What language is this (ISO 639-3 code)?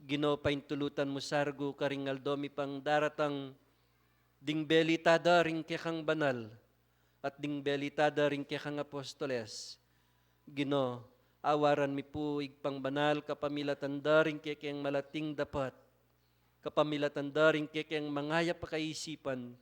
pam